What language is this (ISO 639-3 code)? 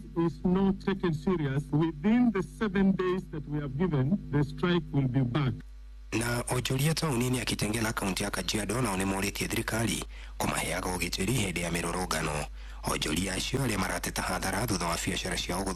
kik